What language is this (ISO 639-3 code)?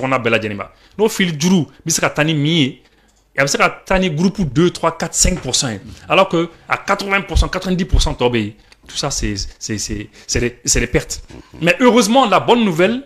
bam